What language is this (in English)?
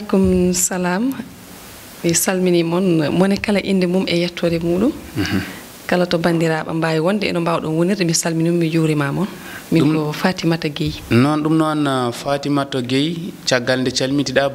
Fula